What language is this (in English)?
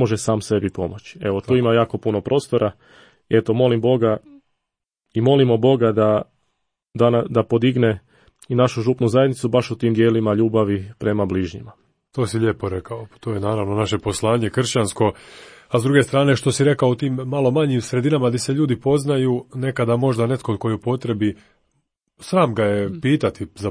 Croatian